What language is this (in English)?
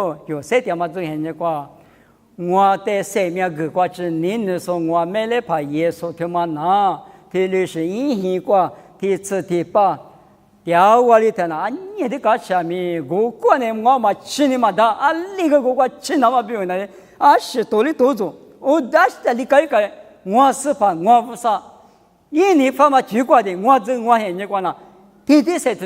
Lisu